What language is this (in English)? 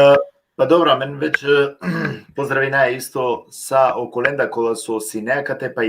Balkan Romani